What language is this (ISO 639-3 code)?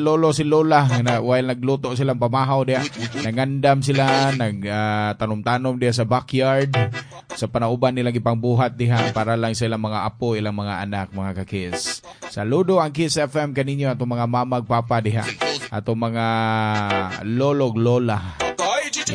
ceb